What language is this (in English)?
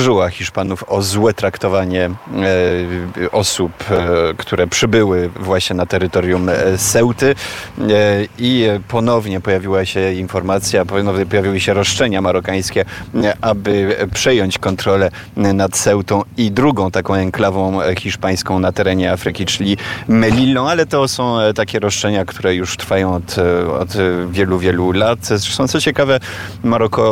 Polish